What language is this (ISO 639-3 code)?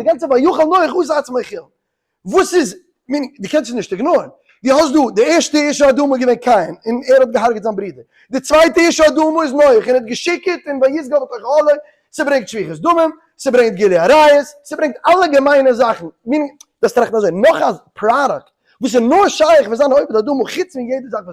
yid